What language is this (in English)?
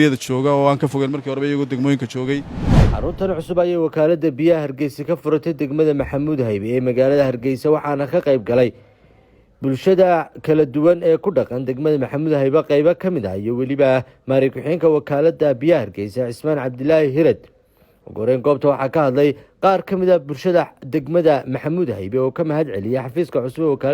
Somali